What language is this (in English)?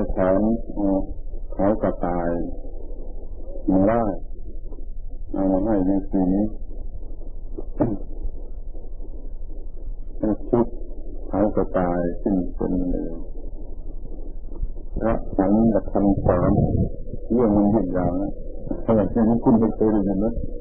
Thai